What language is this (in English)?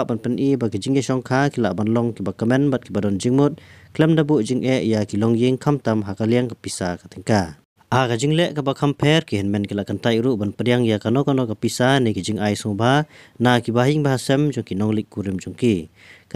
Khasi